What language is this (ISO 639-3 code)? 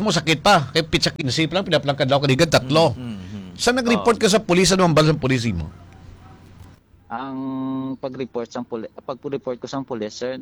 fil